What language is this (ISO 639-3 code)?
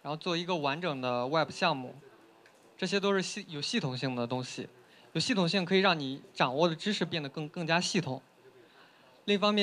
zho